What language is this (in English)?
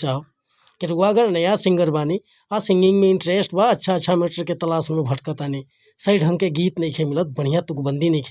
Bhojpuri